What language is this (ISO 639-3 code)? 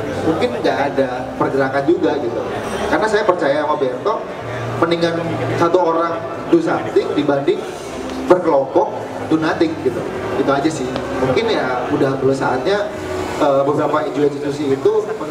ind